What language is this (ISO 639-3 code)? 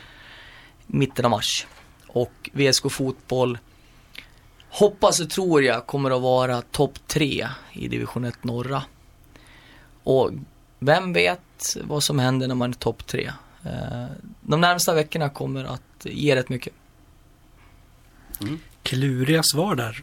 swe